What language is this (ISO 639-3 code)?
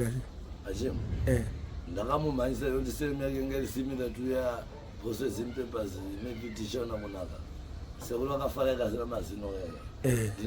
sna